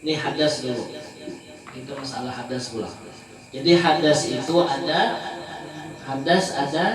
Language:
Banjar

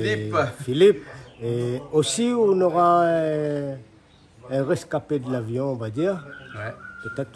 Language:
Réunion Creole French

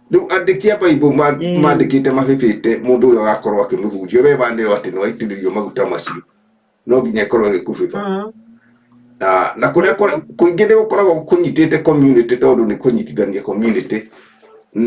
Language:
Kikuyu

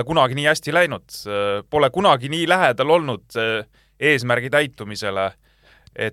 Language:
Estonian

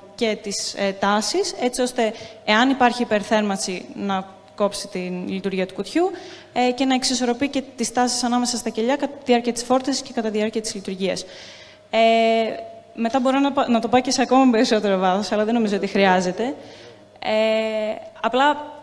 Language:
Greek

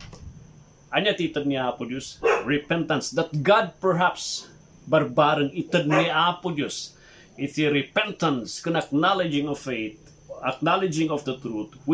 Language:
Iloko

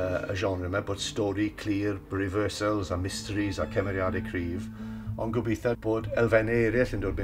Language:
Welsh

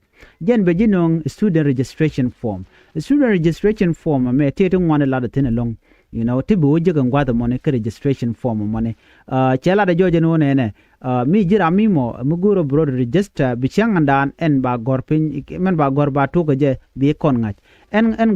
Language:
Nuer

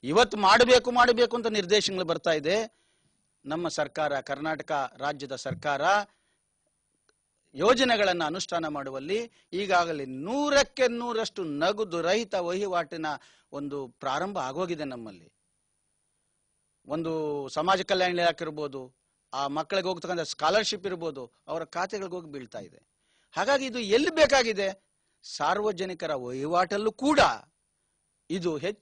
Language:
Kannada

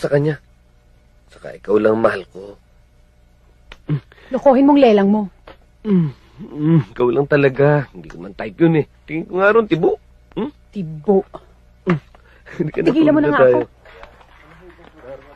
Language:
Filipino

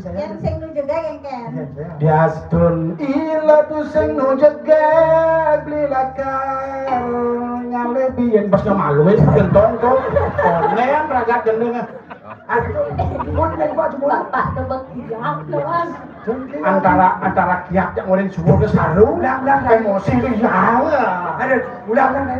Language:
Balinese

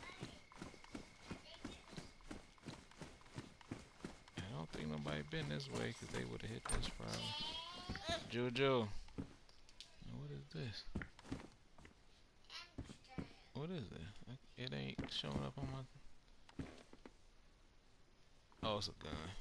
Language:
English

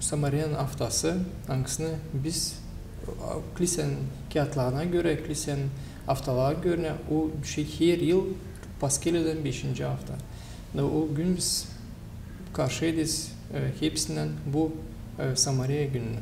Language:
Gagauz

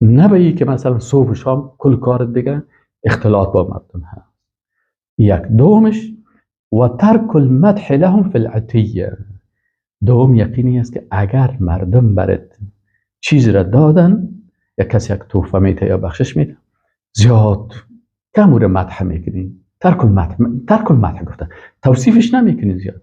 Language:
Persian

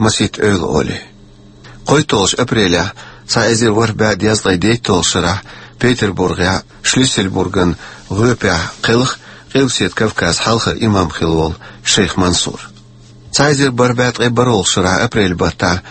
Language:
Chechen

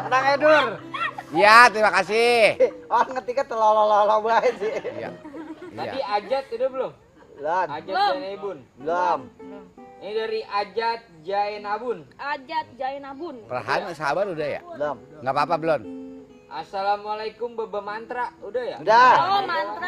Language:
Betawi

